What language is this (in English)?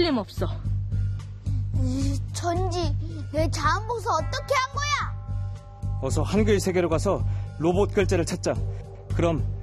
Korean